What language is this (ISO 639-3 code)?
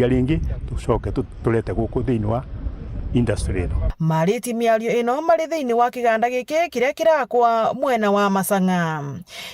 mer